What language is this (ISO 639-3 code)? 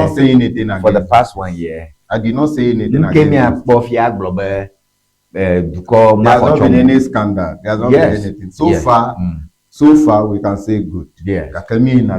ewe